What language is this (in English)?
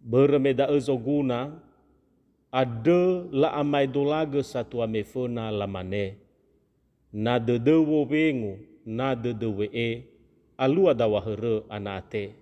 Nias